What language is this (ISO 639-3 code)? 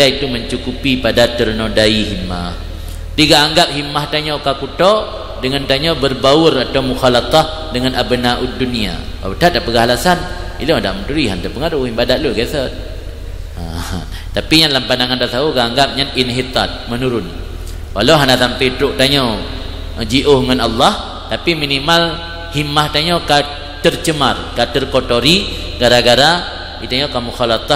ace